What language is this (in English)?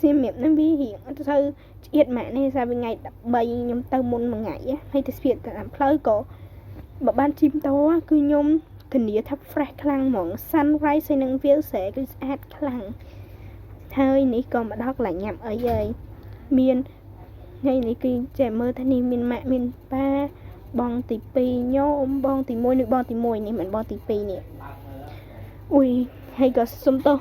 Khmer